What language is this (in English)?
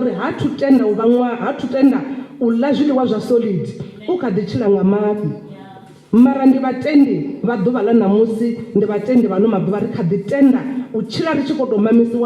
Venda